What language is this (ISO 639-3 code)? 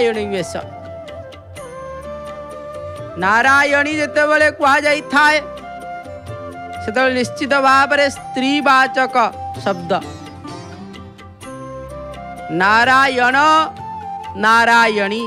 ori